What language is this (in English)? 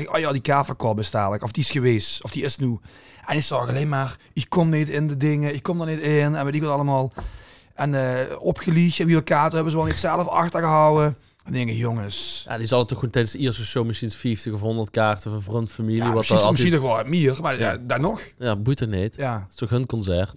Limburgish